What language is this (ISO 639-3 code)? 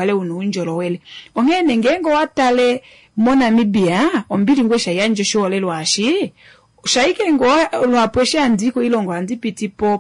kua